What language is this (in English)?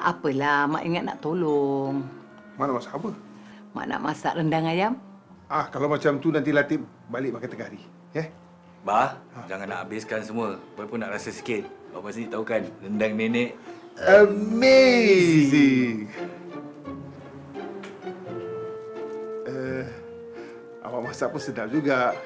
Malay